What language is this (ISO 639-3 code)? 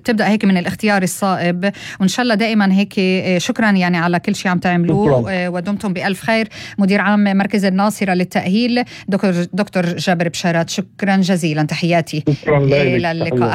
apc